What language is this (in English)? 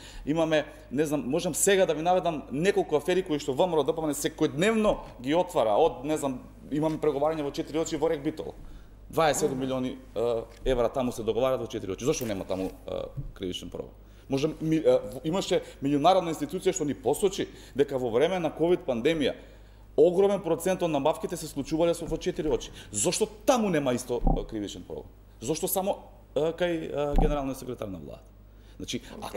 Macedonian